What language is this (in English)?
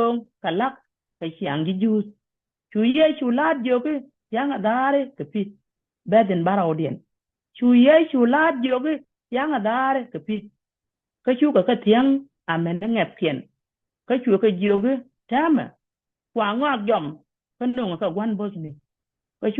Nuer